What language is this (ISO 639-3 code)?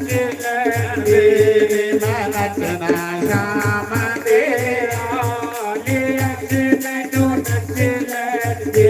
doi